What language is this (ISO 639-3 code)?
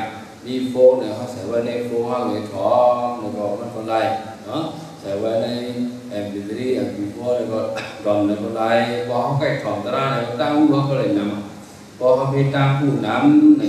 shn